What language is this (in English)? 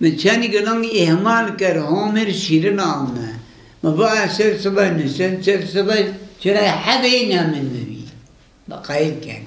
Zaza